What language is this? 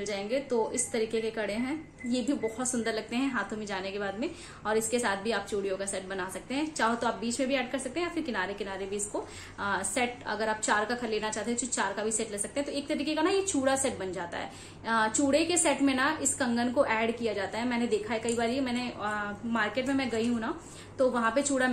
Hindi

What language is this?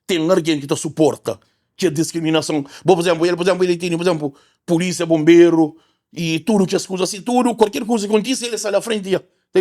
Kabuverdianu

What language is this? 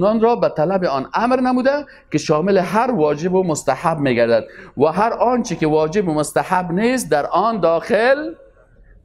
Persian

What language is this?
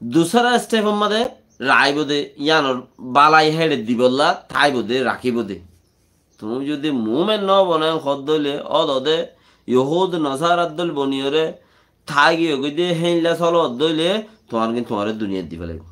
Rohingya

